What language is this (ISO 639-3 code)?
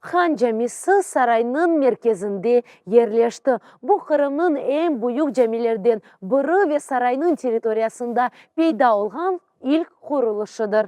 crh